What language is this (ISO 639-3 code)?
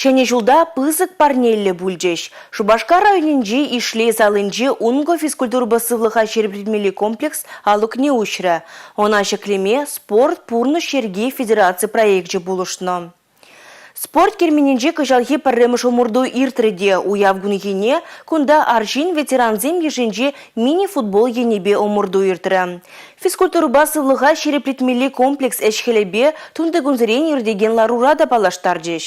chv